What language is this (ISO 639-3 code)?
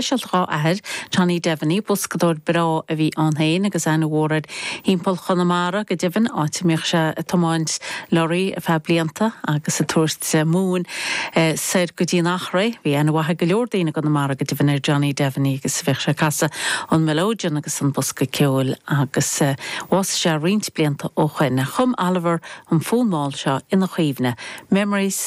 gle